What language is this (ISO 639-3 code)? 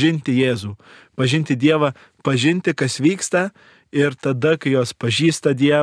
lit